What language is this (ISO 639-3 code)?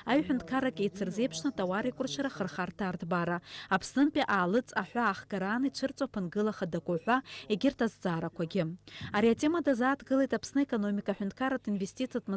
abk